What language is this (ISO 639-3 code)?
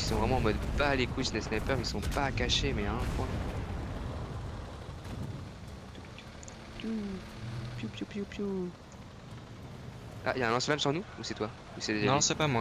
fra